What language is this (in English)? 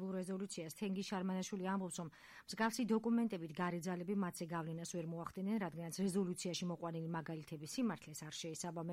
Georgian